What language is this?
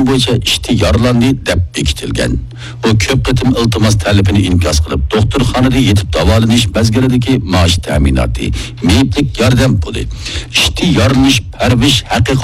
Uyghur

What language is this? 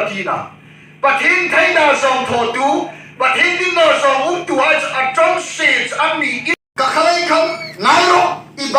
Hmar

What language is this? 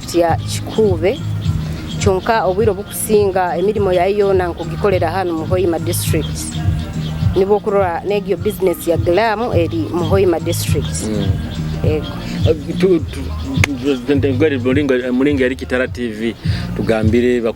Nyoro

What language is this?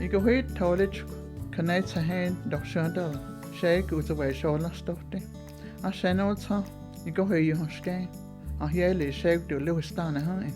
Cherokee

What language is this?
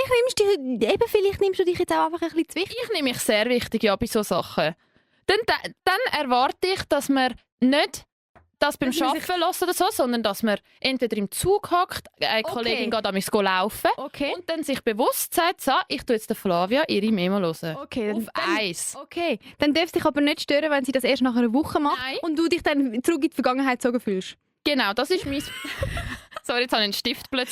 Swiss German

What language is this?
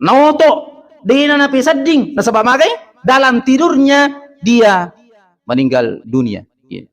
Buginese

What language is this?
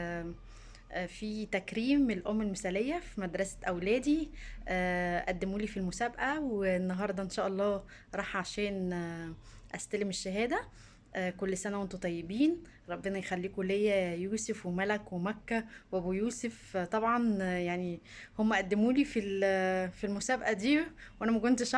Egyptian Arabic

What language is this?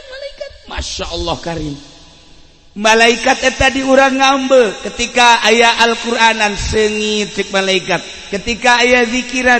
Sundanese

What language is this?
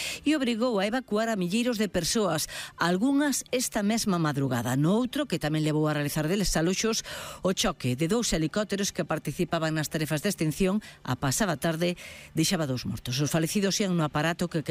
Galician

